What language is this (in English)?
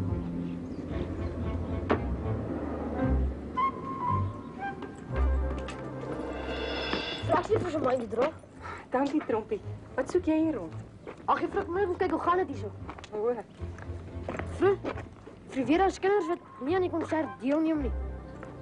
Afrikaans